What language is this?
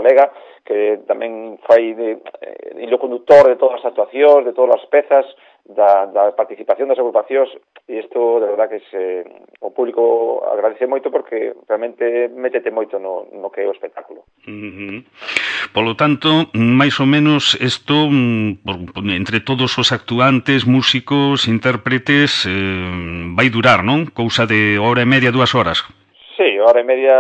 Galician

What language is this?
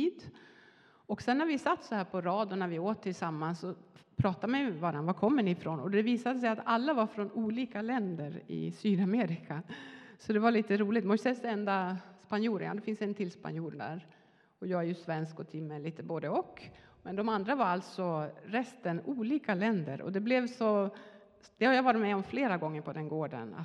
Swedish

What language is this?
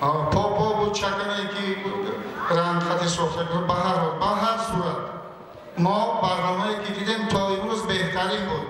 Tajik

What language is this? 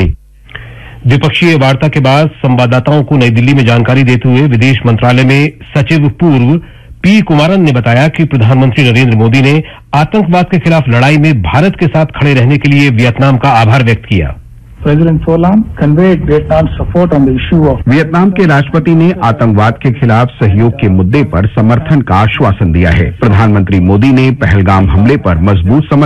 Hindi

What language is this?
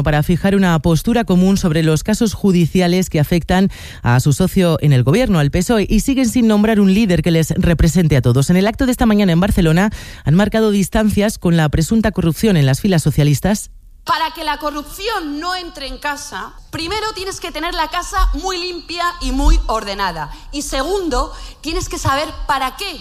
Spanish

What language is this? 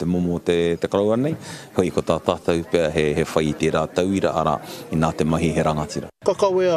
Māori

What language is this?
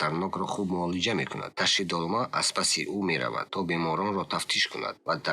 Tajik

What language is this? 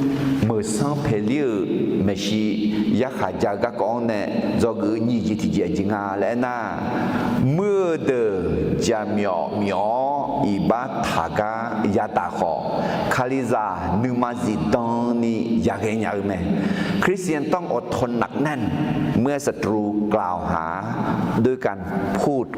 Akha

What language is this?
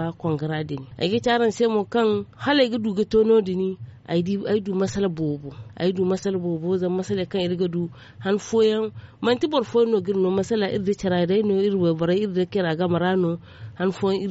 Zarma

